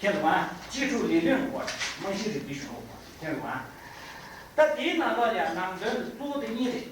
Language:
Tibetan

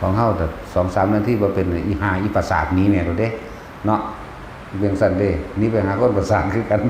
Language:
Northeastern Thai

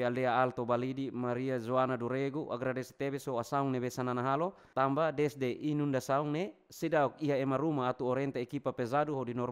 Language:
Tetum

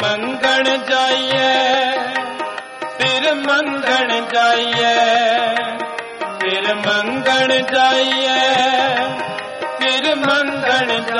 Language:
Hindi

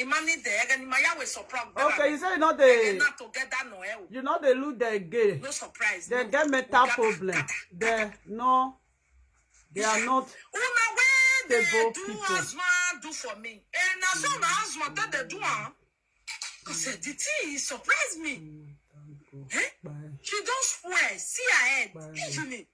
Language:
Nigerian Pidgin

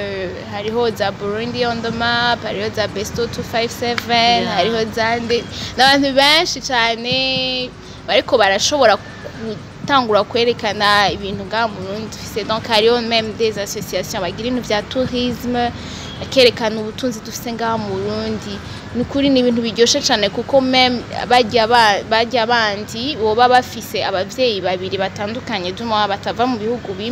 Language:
Rundi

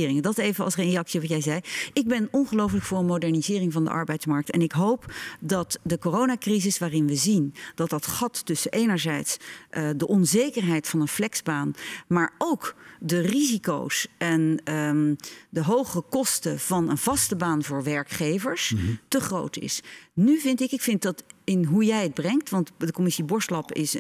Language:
Dutch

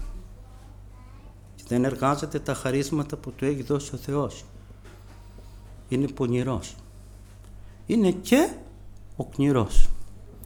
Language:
Greek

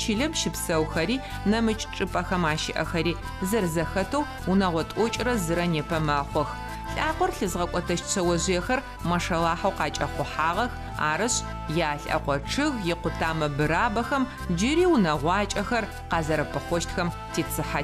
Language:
Adyghe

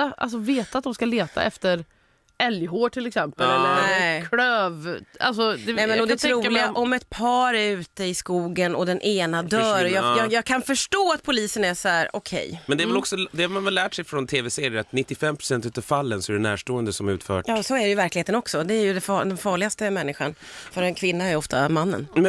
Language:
Swedish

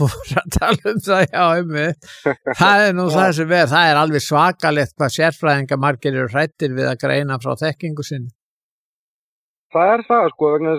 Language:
Icelandic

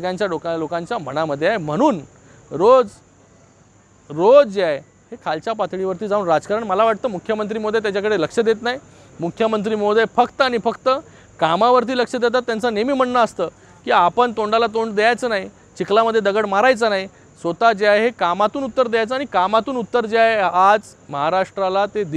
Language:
Marathi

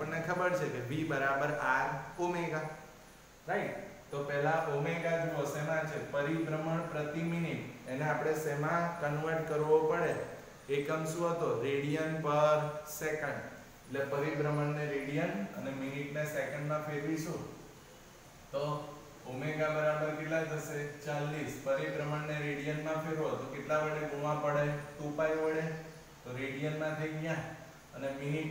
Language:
Gujarati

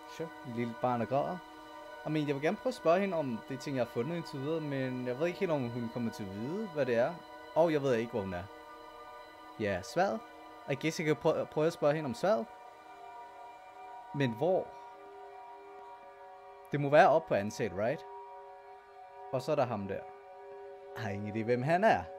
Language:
Danish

